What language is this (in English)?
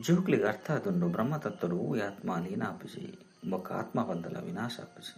Tulu